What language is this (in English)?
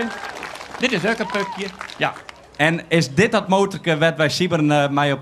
Western Frisian